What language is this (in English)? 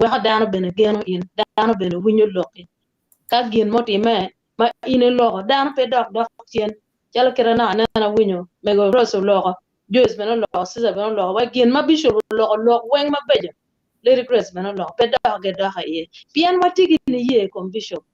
Acoli